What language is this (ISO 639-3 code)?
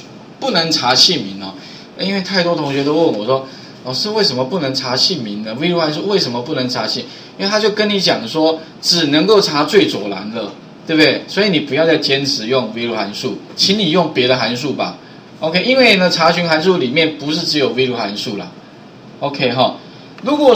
zho